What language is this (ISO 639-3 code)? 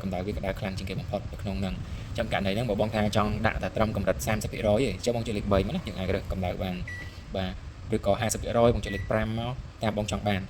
khm